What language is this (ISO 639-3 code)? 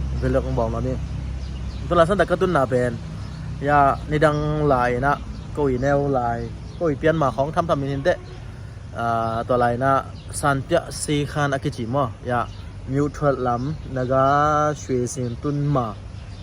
ctd